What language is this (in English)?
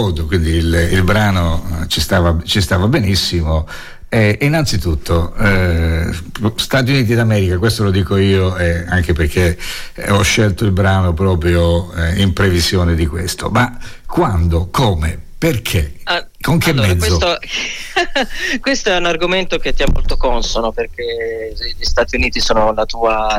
Italian